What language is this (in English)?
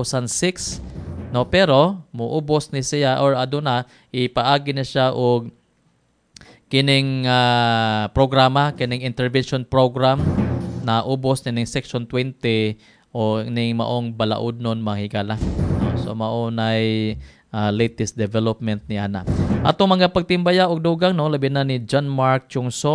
Cebuano